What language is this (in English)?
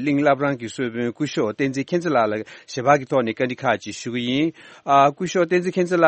Tibetan